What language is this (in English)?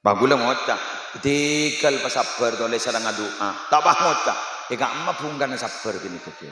Madurese